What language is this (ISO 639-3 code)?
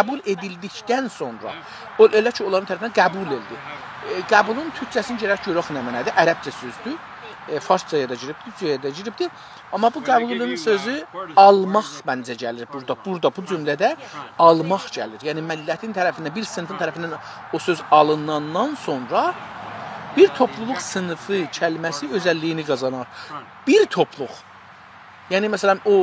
azb